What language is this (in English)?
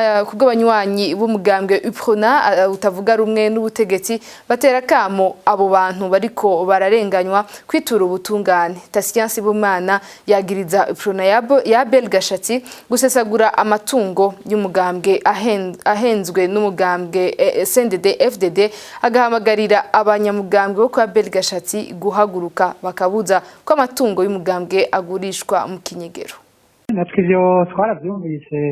Rundi